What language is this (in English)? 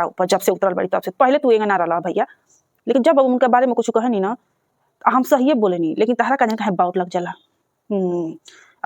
Bhojpuri